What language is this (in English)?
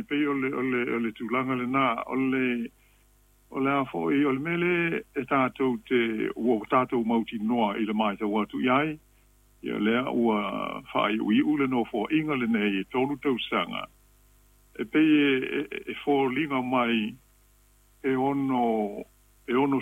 Samoan